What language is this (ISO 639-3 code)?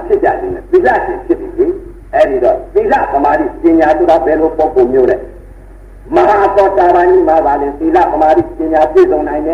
mya